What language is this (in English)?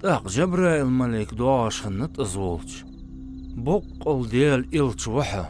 Ingush